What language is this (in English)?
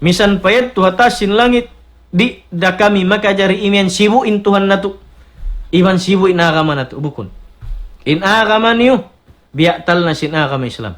Tausug